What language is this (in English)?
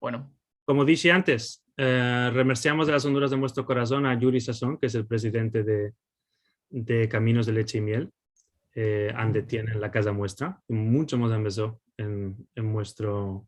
Ladino